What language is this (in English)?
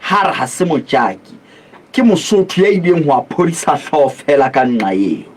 Southern Sotho